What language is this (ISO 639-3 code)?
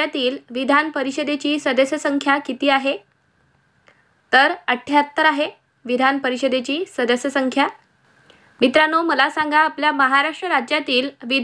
mar